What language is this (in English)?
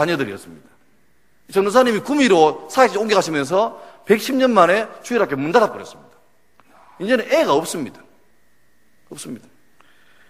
Korean